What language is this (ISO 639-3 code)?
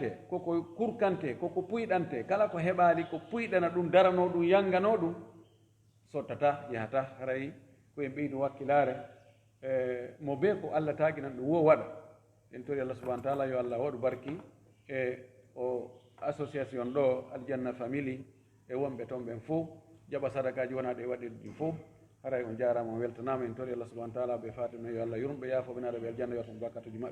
ful